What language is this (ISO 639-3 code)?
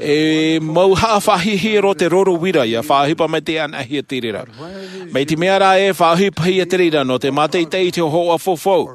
tah